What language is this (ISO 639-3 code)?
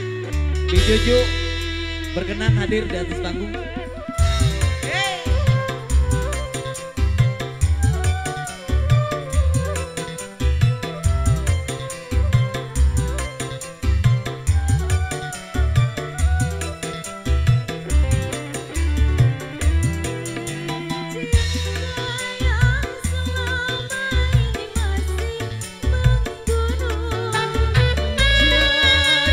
ind